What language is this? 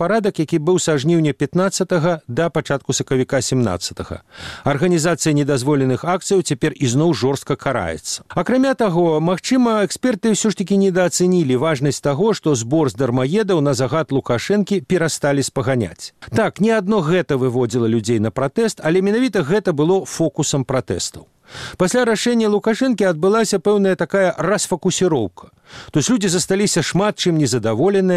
Belarusian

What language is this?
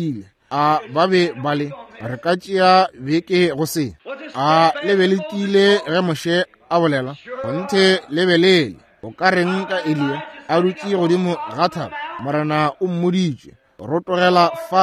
Northern Sotho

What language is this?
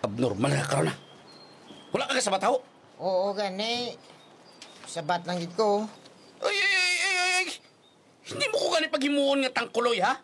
Hiligaynon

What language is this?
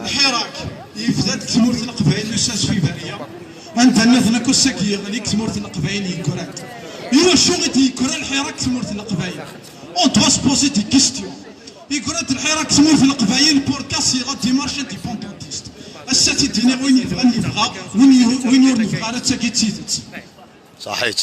Kabyle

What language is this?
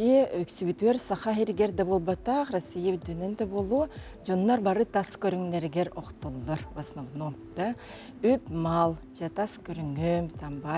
Yakut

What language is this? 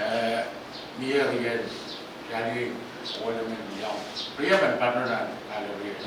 Pohnpeian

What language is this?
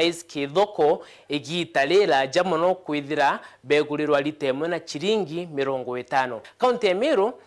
Meru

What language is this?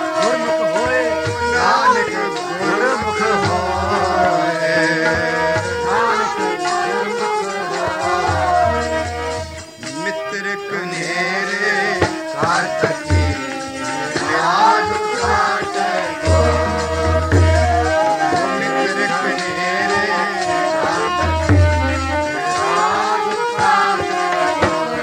Punjabi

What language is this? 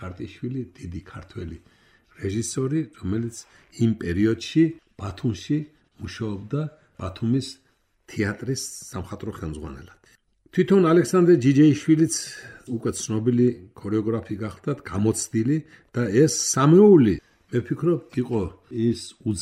Georgian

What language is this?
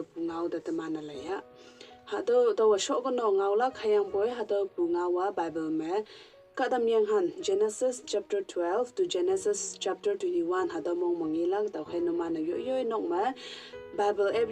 Konyak Naga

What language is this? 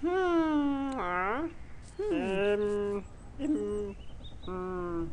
Kalaallisut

